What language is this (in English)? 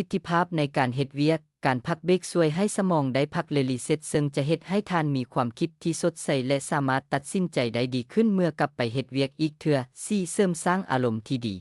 Lao